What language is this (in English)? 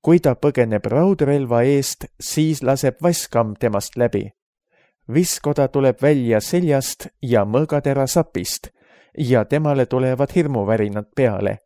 Estonian